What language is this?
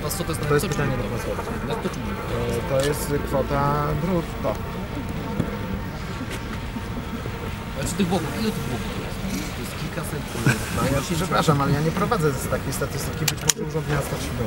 Polish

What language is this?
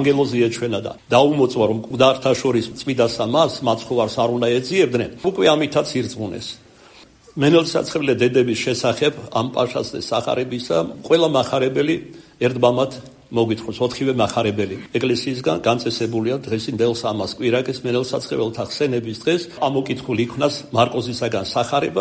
Georgian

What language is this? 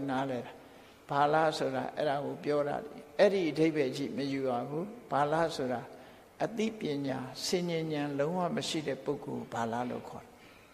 Burmese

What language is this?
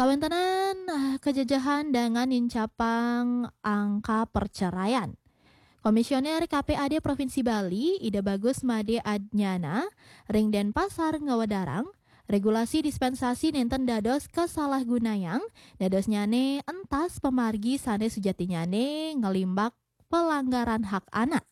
Balinese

